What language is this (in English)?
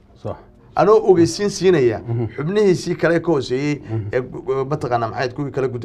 Somali